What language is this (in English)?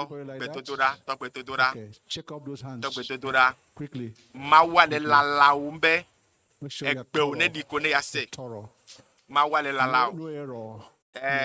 Ewe